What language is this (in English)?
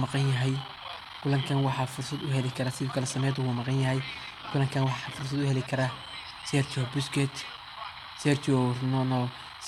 Somali